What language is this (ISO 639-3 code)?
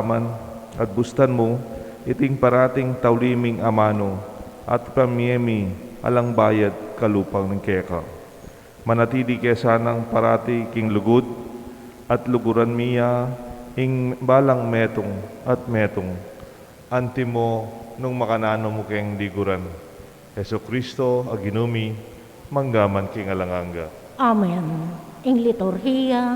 pam